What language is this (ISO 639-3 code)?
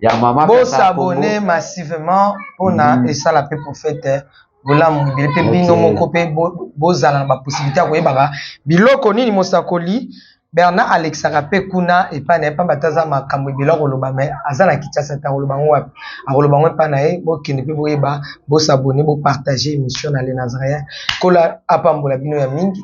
lin